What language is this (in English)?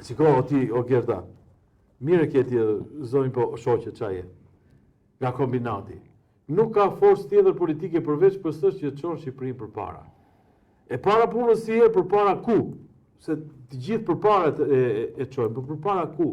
Albanian